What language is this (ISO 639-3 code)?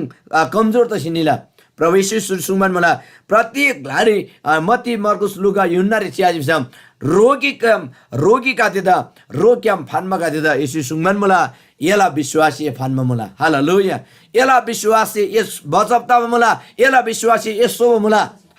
taj